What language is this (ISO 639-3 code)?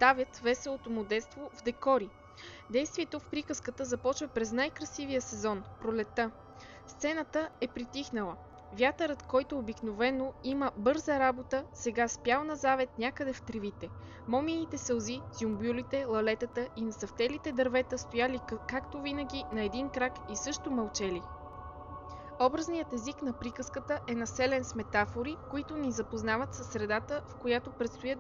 bul